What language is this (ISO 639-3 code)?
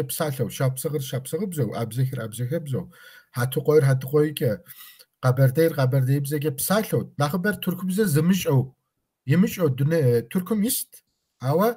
kbd